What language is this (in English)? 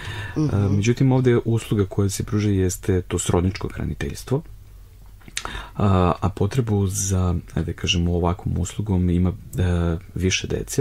Serbian